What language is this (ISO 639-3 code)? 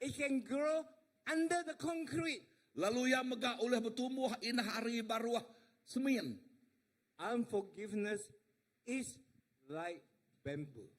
iba